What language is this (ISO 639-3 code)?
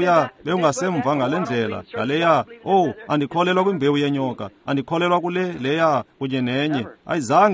xho